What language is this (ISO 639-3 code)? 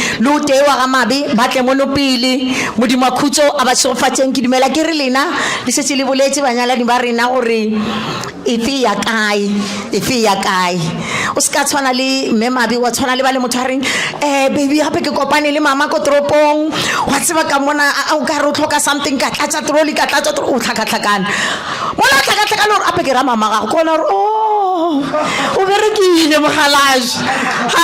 nso